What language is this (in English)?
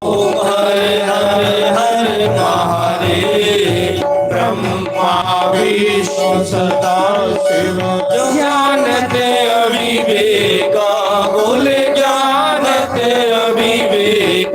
Dogri